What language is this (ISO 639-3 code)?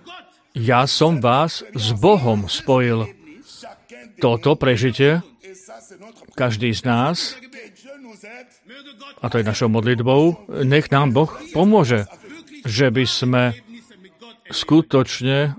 slk